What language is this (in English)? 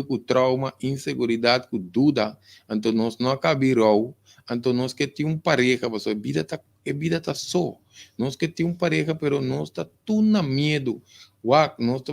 Papiamento